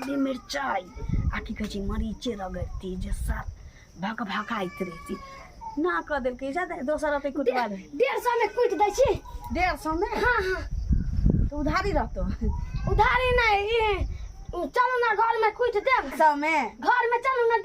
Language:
Maithili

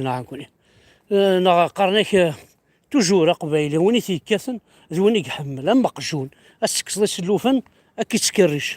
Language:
Kabyle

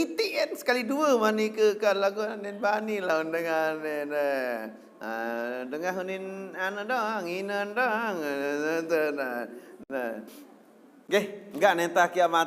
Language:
Sasak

